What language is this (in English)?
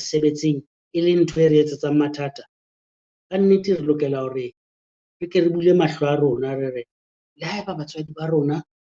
Southern Sotho